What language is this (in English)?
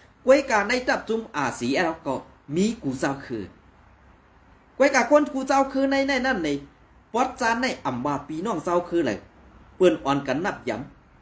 Shan